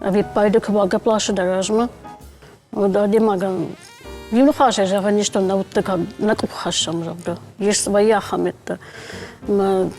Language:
Ossetic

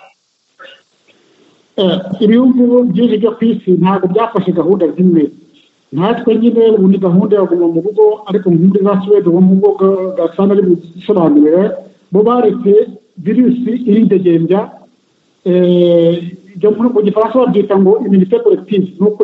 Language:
Kinyarwanda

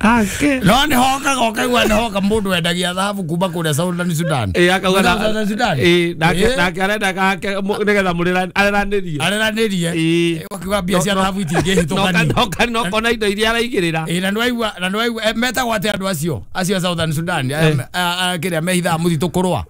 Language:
Kikuyu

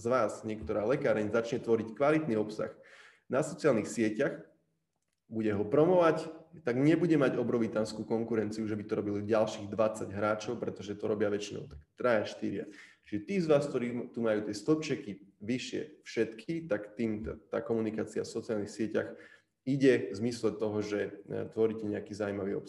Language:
Slovak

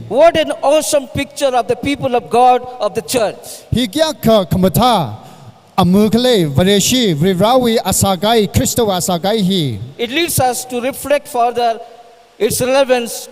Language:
Tangkhul Naga (India)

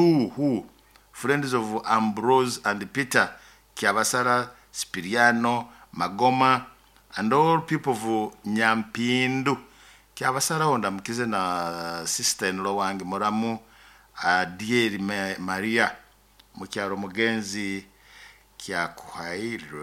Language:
Nyoro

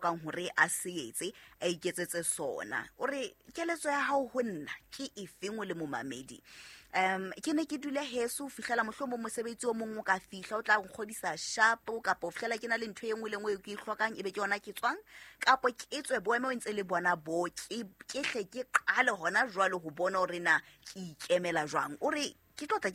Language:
Southern Sotho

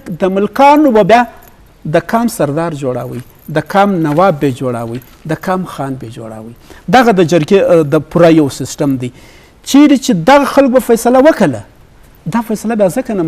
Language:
Eastern Balochi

